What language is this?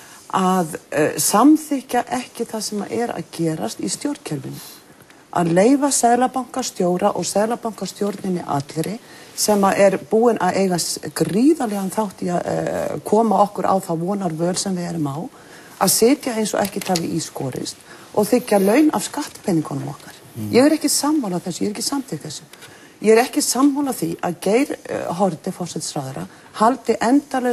Icelandic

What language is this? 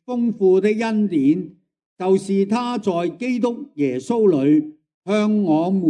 Cantonese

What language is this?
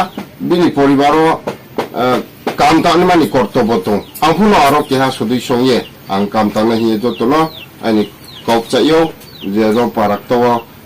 Riang (India)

